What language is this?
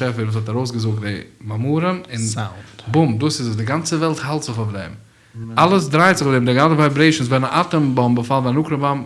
Yiddish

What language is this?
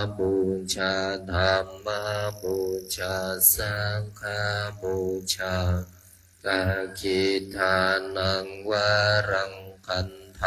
Pali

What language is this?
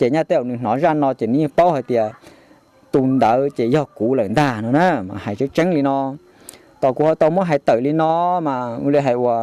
Hmong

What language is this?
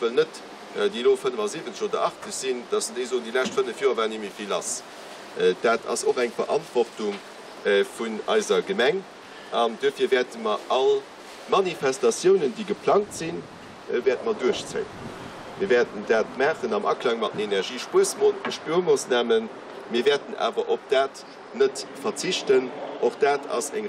Luxembourgish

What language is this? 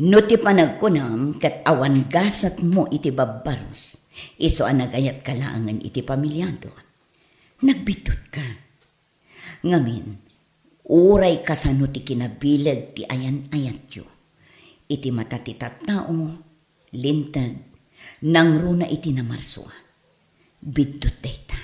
Iloko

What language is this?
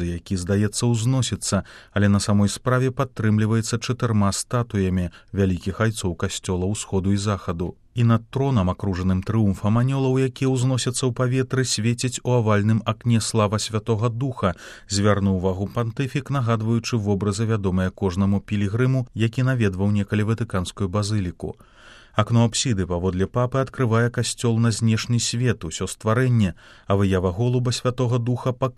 Belarusian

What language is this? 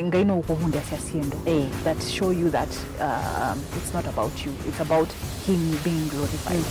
Kamba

